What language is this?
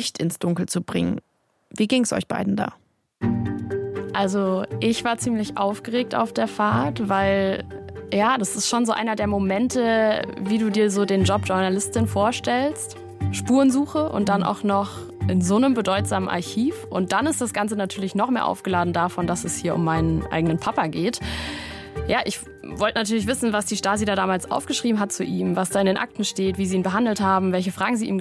German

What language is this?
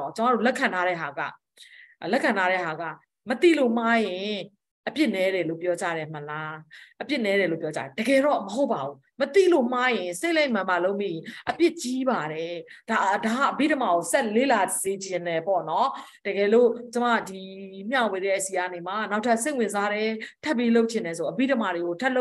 Burmese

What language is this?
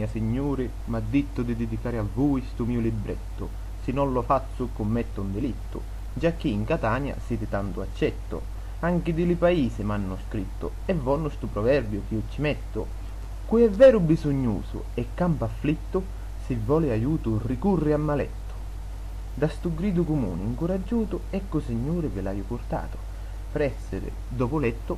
Sicilian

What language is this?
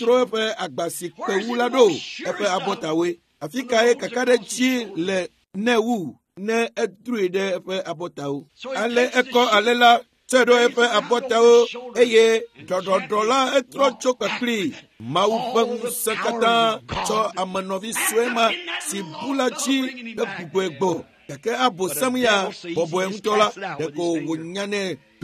Ewe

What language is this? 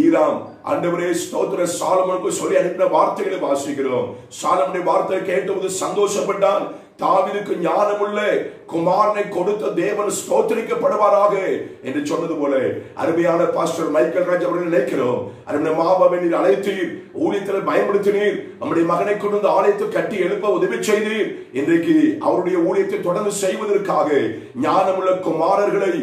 Tamil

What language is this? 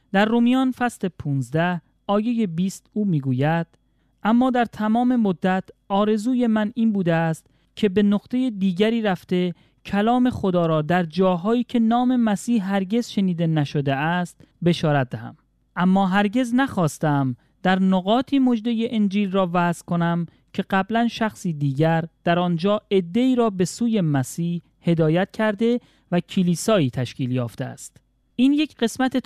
Persian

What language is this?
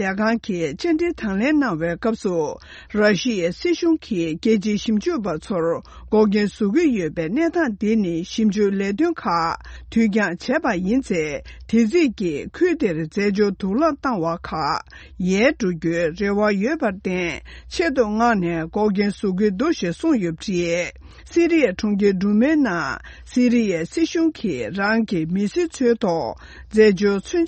Tibetan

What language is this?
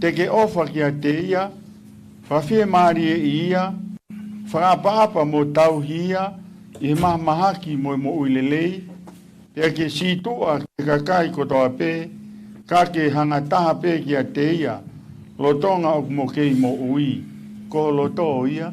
Tongan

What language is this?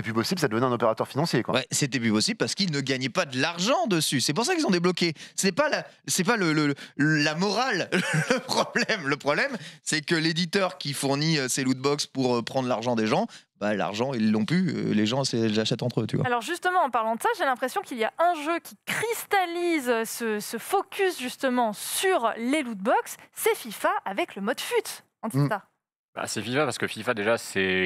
French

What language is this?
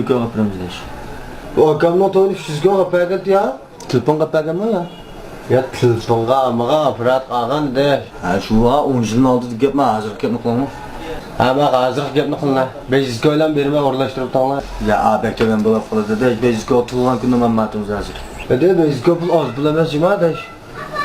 Uyghur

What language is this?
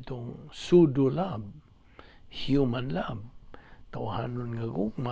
Cebuano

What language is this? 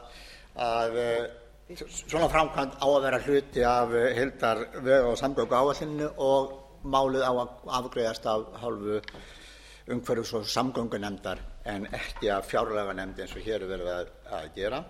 Icelandic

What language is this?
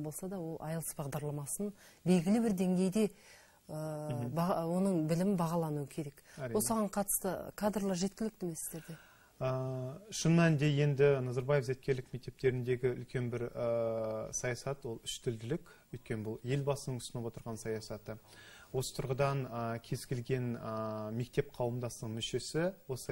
Kazakh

